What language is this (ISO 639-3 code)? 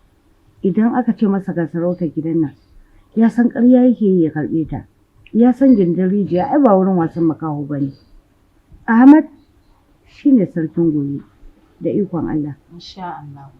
hau